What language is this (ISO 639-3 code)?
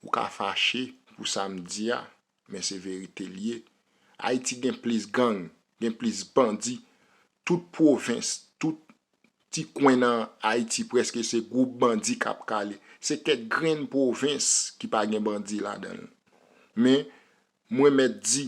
hat